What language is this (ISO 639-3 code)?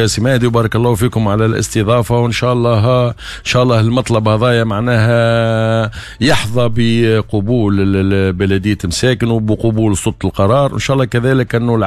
aeb